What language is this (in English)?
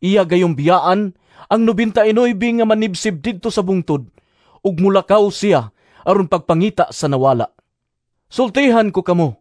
Cebuano